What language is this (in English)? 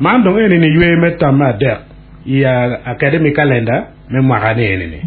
Acoli